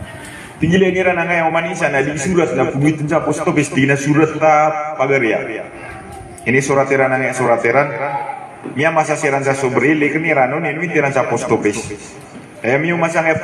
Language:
Maranao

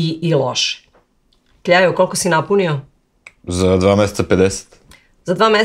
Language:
Serbian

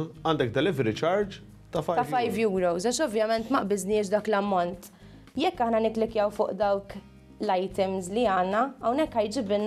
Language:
Maltese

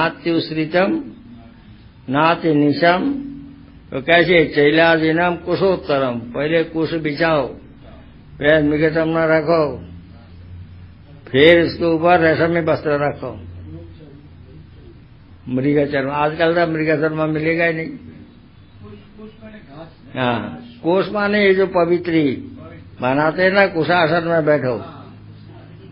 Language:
Hindi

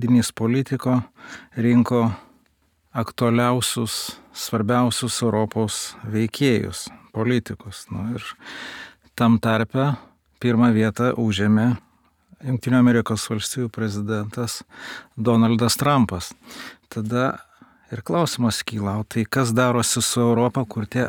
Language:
Lithuanian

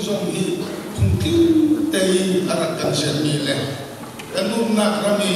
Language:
Hakha Chin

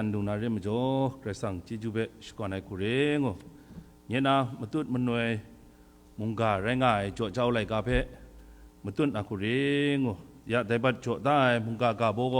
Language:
Kachin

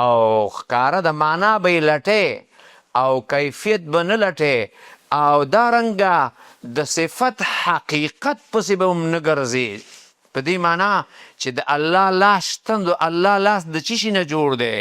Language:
Pashto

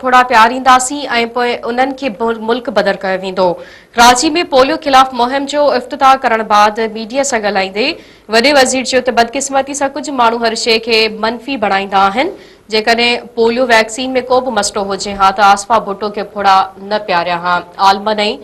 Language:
Sindhi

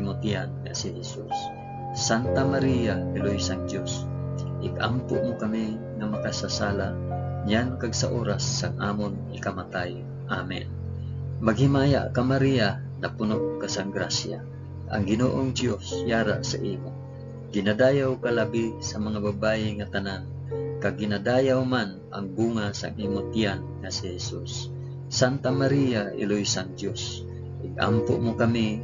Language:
Hiligaynon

